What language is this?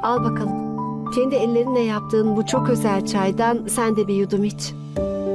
Turkish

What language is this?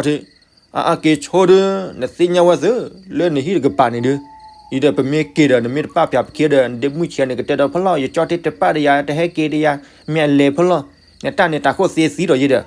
S'gaw Karen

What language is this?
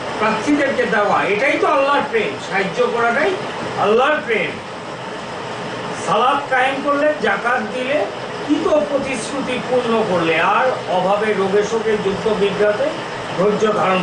Bangla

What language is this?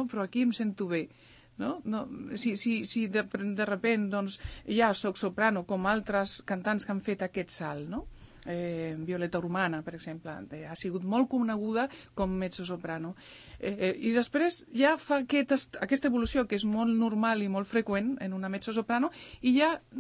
Catalan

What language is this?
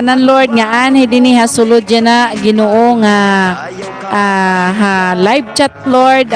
Waray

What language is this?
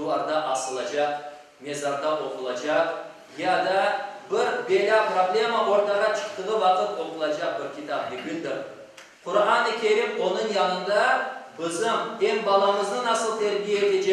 Crimean Tatar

